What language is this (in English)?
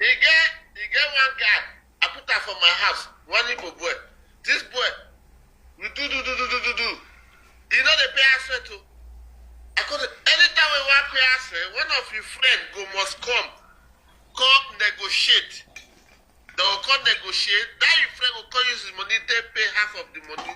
Nigerian Pidgin